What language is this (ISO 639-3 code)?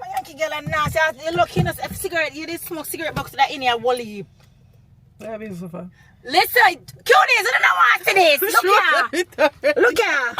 jam